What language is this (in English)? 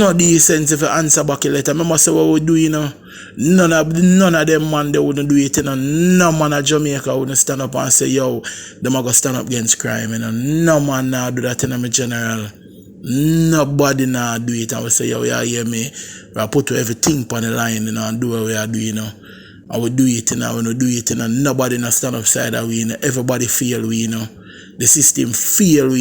Jamaican Creole English